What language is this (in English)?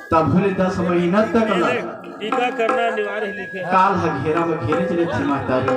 Chhattisgarhi